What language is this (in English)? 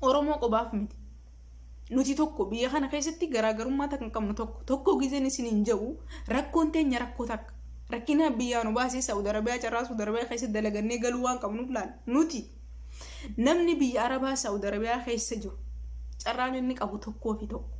Oromo